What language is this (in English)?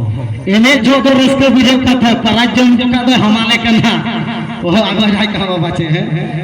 Santali